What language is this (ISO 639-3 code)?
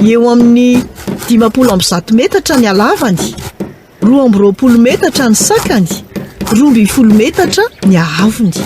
mlg